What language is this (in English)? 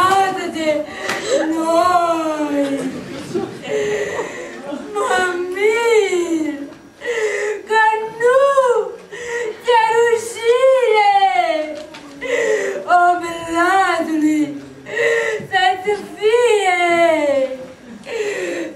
Romanian